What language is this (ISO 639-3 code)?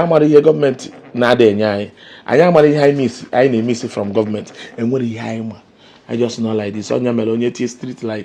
ibo